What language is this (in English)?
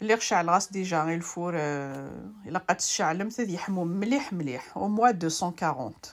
Kabyle